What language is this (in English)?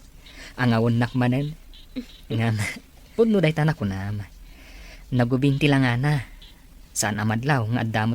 Iloko